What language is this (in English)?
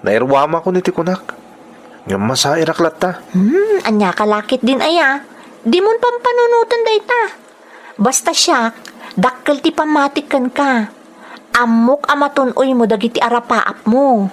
Iloko